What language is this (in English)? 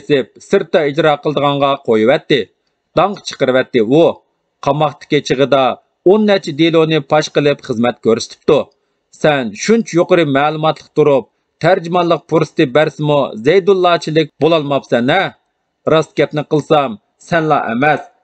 Uyghur